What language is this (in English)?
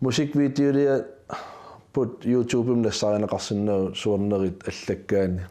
Kalaallisut